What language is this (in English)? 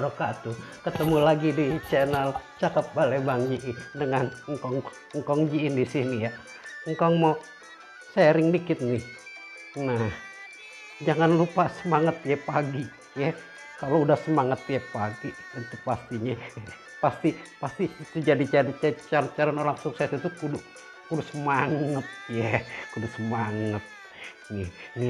Betawi